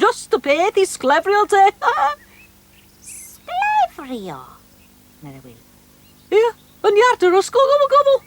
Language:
Welsh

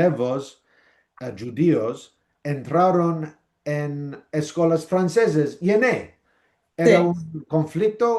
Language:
Ladino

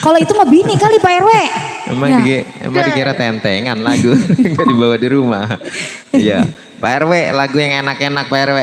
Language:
Betawi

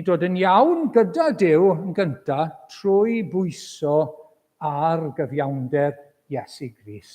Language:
Welsh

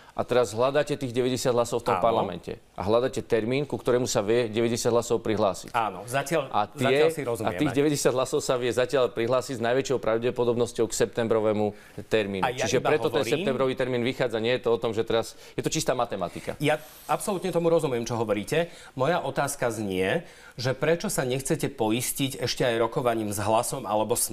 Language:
Slovak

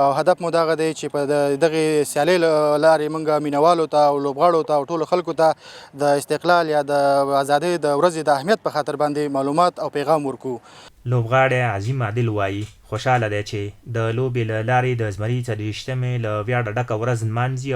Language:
Pashto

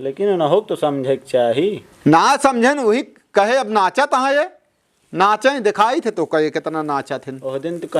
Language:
Awadhi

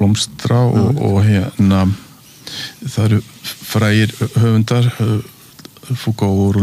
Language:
Icelandic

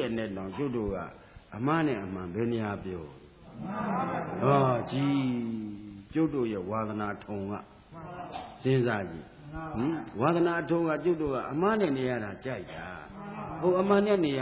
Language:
Burmese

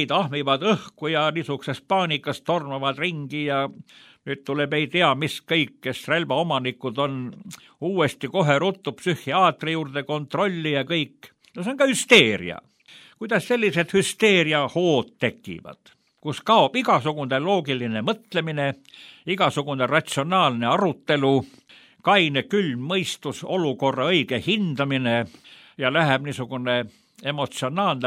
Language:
Estonian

